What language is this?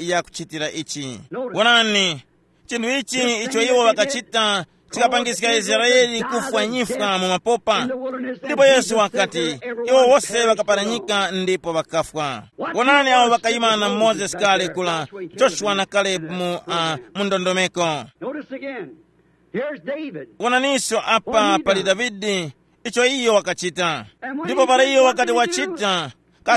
Tumbuka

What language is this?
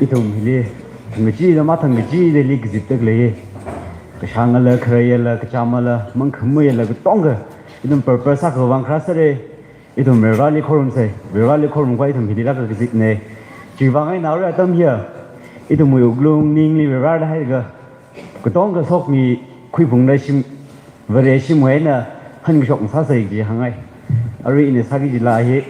Tangkhul Naga (India)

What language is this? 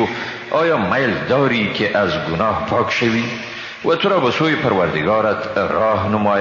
Persian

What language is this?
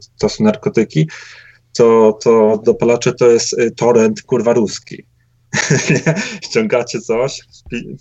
Polish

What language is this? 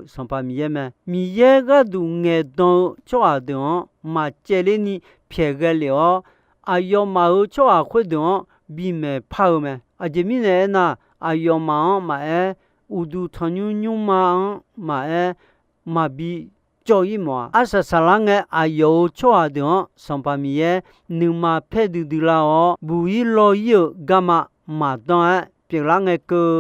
Akha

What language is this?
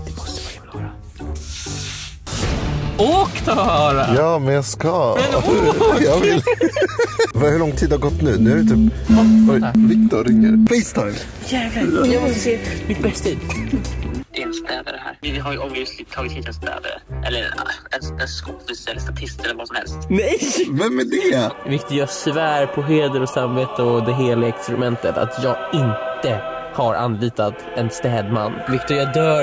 Swedish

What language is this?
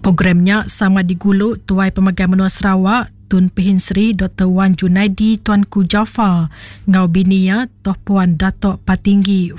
Iban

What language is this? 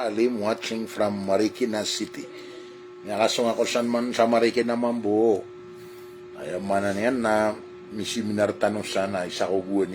Maranao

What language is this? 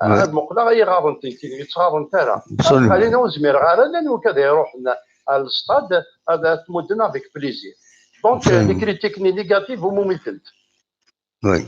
Kabyle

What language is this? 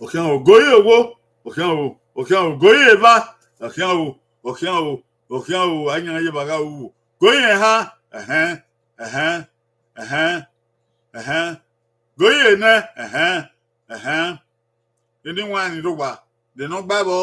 Bini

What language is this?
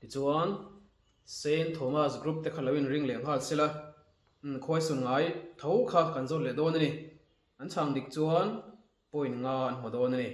Mizo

